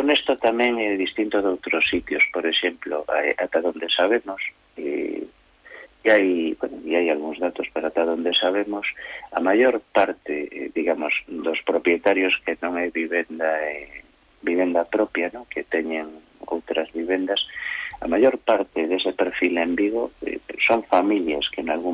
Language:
Galician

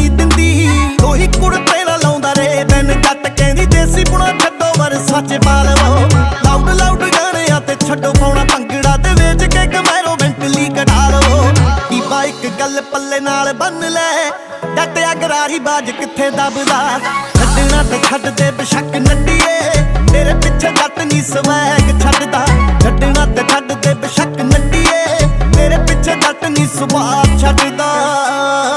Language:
Punjabi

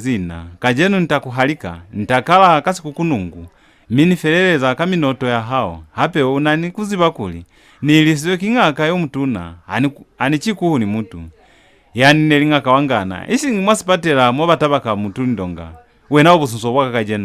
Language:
Lozi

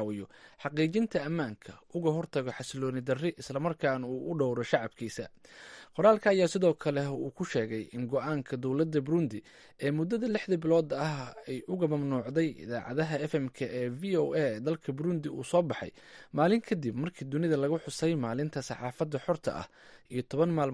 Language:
Somali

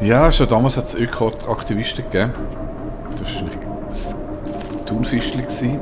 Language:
Swiss German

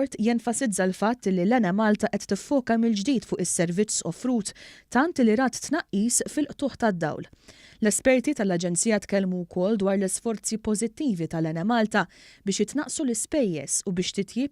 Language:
Maltese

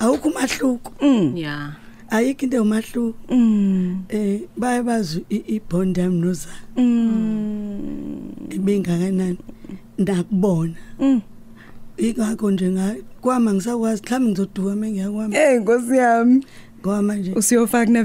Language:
Zulu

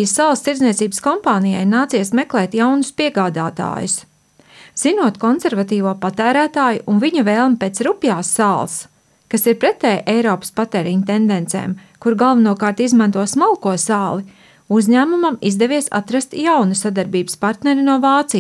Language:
Latvian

